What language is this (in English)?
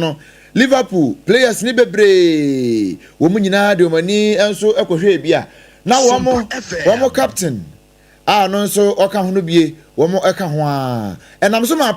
Akan